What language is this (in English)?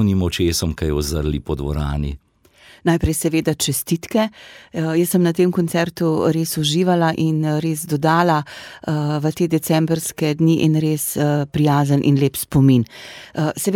Slovenian